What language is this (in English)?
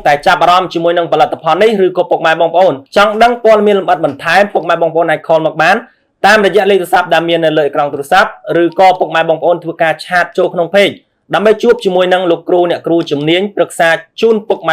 Khmer